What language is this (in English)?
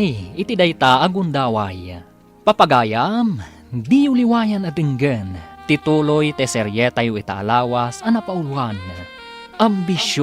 Iloko